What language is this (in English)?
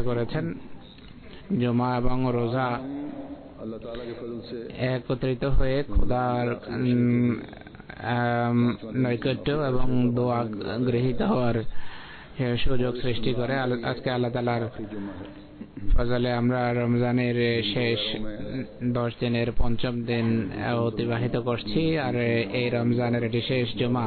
Bangla